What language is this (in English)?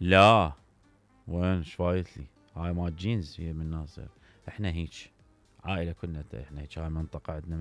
Mesopotamian Arabic